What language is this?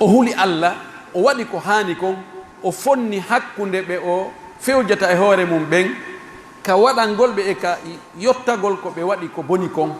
Pular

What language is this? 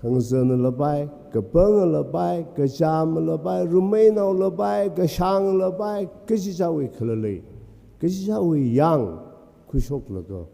Tangkhul Naga (India)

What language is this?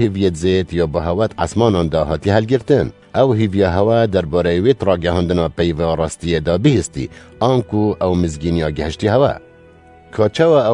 Kurdish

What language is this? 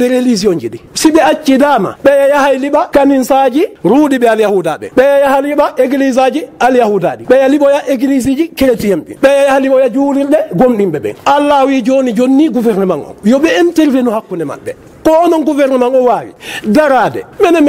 Fula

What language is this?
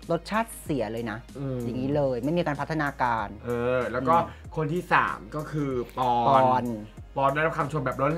Thai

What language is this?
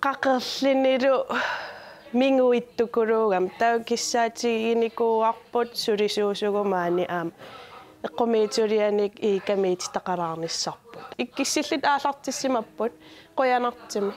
Kalaallisut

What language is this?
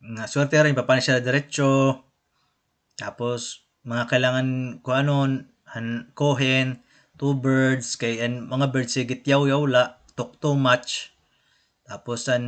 Waray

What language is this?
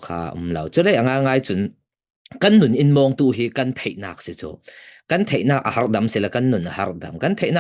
Falam Chin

